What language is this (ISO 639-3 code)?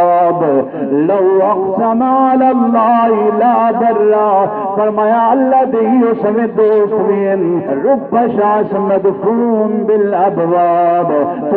skr